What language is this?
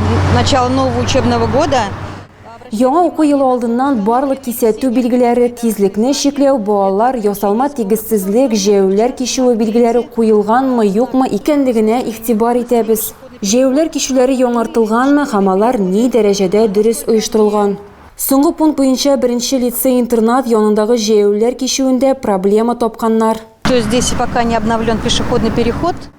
Tatar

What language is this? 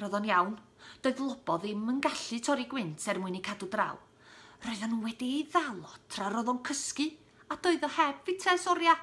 Welsh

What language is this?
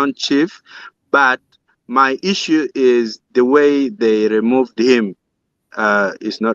Acoli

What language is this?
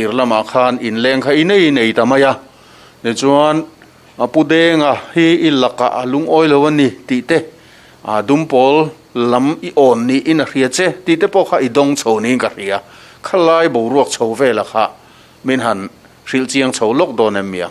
Mizo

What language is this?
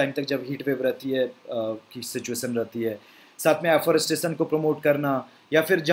Hindi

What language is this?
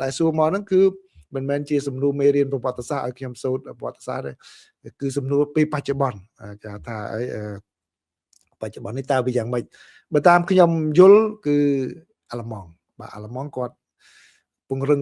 Khmer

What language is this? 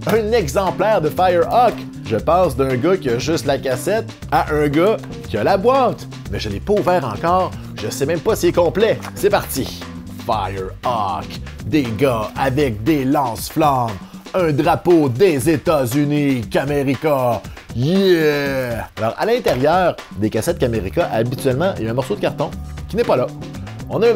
French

